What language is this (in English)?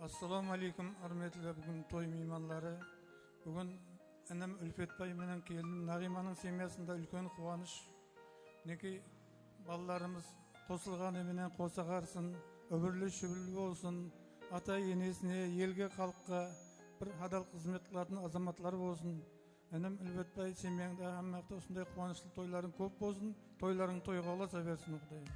Kara-Kalpak